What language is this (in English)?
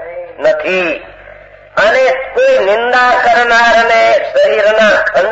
Gujarati